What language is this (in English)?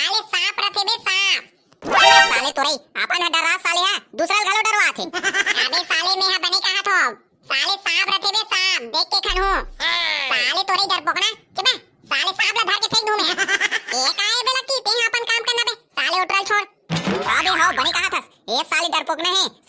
Chhattisgarhi